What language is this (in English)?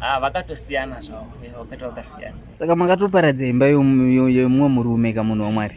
Shona